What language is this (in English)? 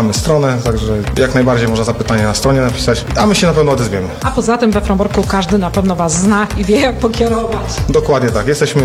Polish